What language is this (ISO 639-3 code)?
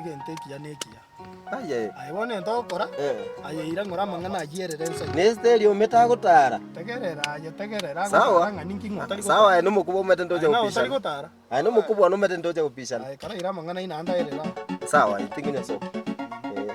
guz